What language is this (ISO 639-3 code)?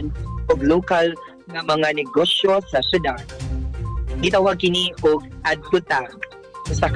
ceb